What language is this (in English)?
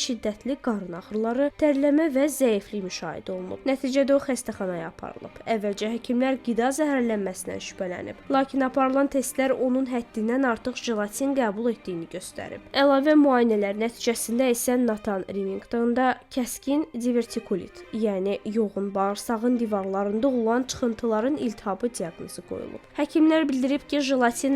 Azerbaijani